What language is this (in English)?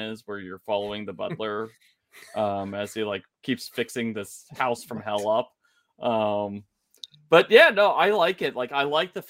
English